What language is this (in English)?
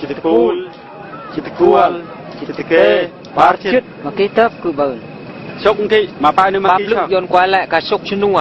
Eastern Bru